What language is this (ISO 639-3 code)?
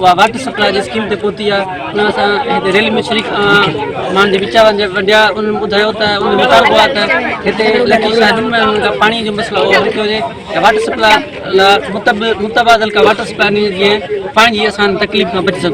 snd